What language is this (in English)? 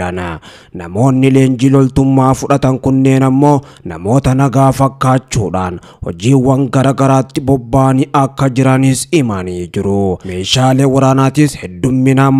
Oromo